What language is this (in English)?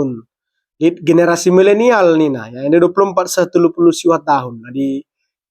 Batak Karo